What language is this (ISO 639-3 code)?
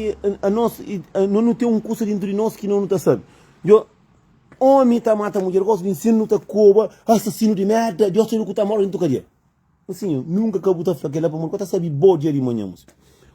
kea